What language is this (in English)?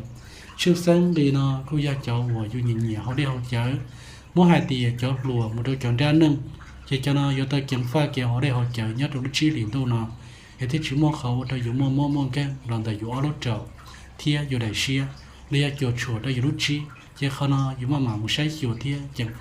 Hmong